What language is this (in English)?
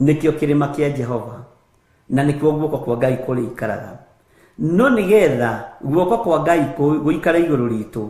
Kikuyu